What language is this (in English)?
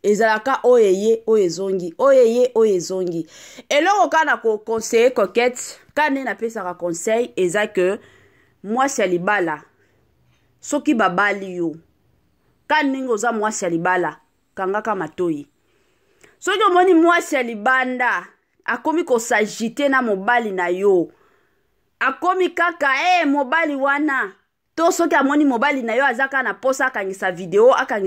Lingala